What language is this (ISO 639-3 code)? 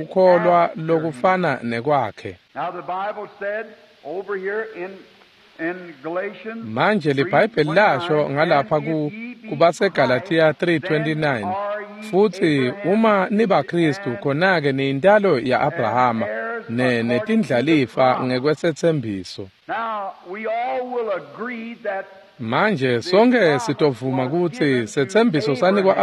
ssw